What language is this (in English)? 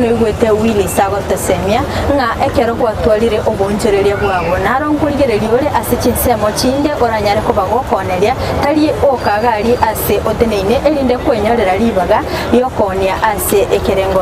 Gusii